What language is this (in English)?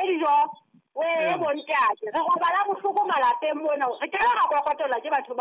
Southern Sotho